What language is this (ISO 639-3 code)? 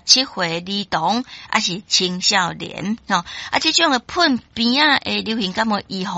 nan